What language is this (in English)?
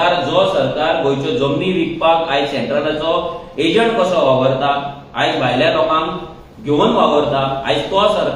Konkani